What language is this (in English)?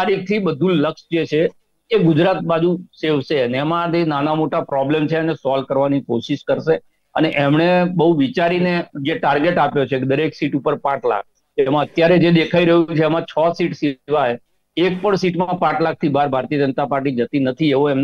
Gujarati